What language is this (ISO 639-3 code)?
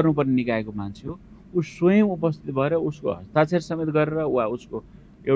nep